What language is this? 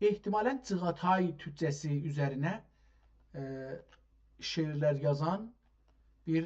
South Azerbaijani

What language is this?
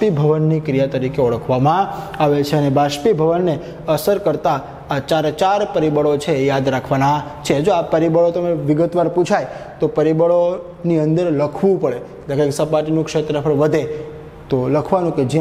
Gujarati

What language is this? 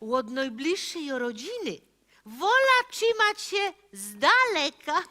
Silesian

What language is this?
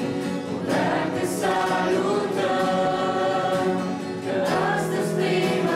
Romanian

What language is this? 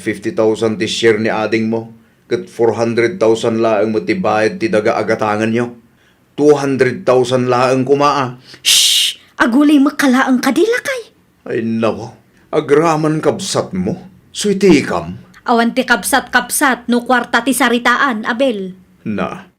Iloko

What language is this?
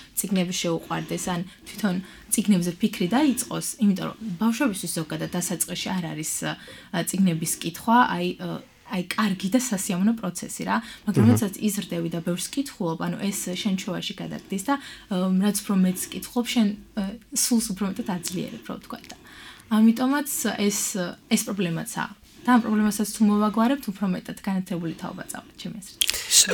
Georgian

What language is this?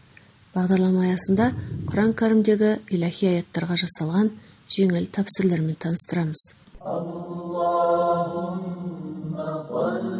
Kazakh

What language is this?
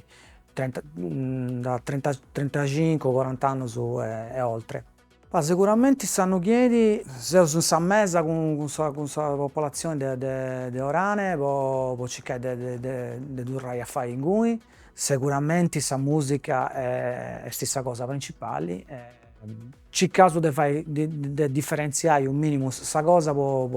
Sardinian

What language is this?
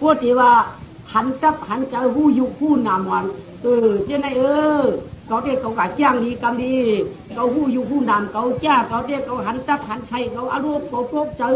Shan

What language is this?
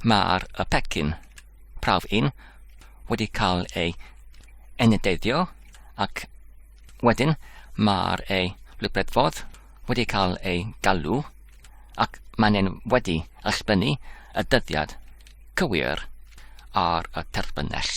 Welsh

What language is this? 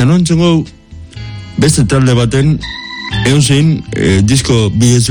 Basque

